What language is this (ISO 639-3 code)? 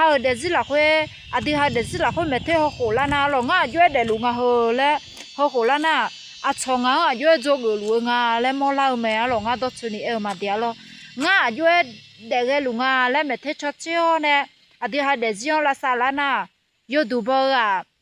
ahk